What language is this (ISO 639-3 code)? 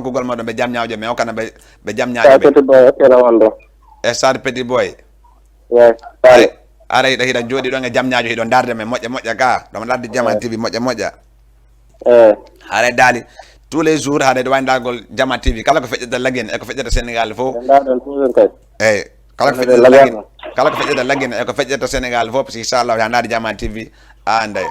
ful